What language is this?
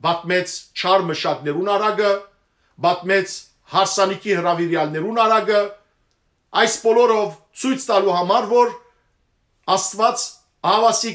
Western Armenian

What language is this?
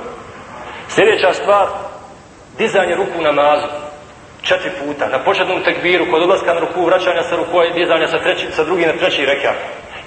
Bosnian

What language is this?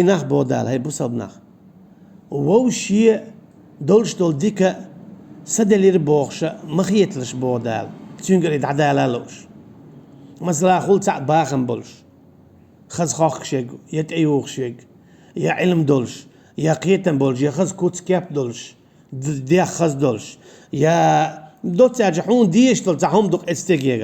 Chechen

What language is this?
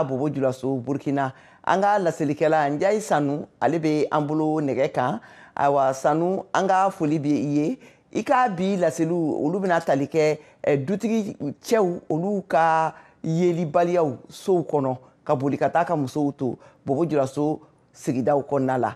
Bambara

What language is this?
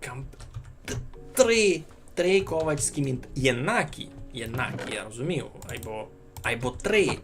Rusyn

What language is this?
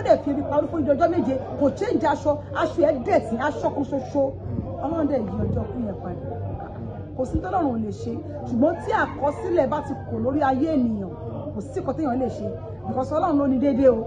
Yoruba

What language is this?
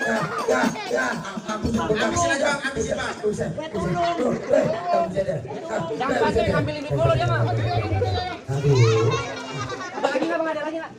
Betawi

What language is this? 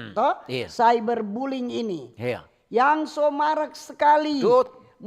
Manado Malay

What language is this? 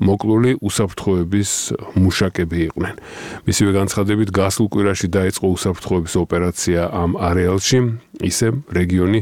Georgian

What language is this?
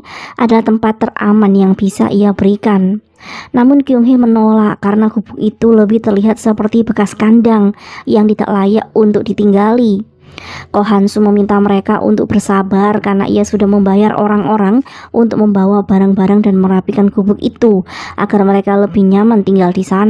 Indonesian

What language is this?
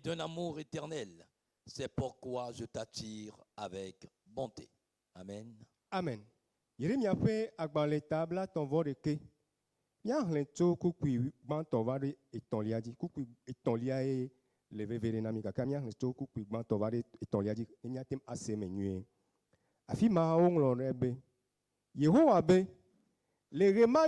Ewe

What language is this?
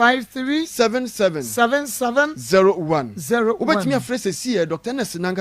Akan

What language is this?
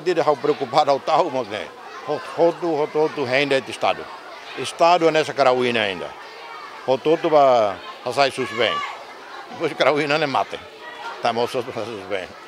Tetum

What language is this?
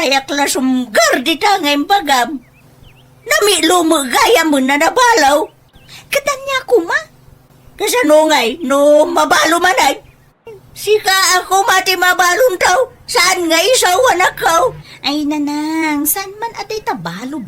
Iloko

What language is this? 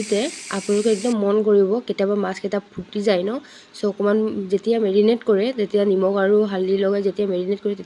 Assamese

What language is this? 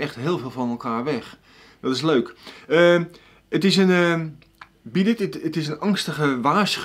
Dutch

